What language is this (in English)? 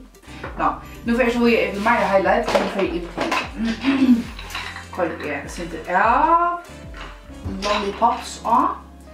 Faroese